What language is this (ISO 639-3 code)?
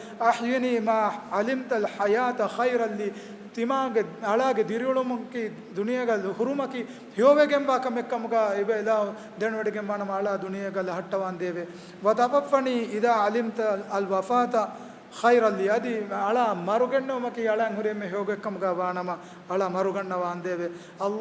div